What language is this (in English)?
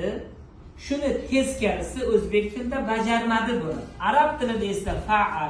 Uzbek